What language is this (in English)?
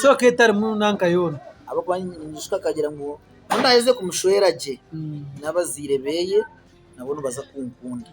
Nyankole